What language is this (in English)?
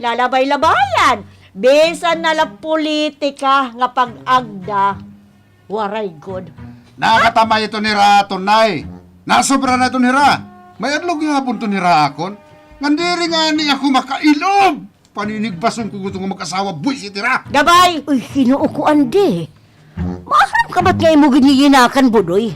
Waray